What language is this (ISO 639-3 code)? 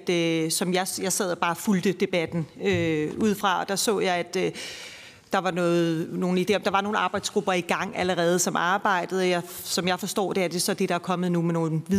dan